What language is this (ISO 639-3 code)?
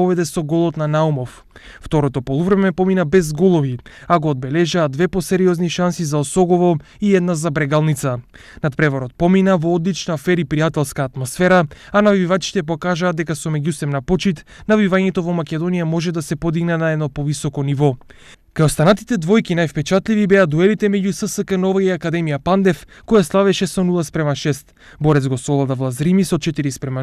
mkd